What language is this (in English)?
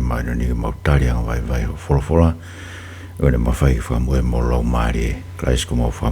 Tongan